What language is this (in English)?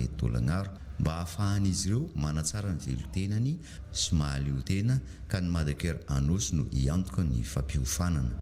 Malagasy